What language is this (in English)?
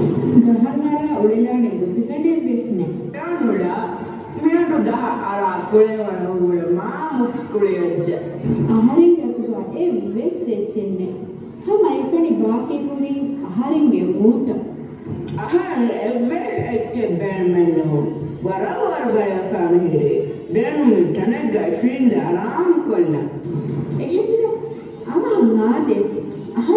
Divehi